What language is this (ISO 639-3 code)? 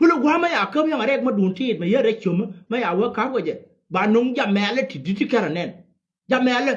nus